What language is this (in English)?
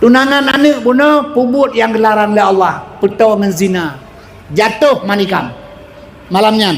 Achinese